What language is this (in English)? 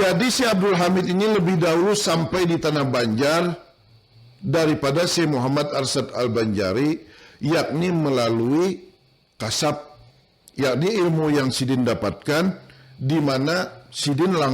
Banjar